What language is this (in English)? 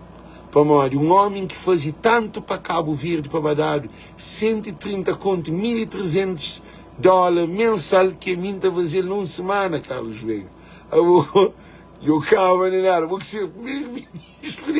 Kabuverdianu